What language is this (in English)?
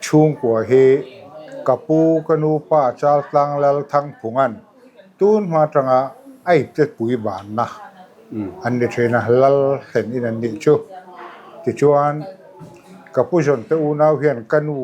Mizo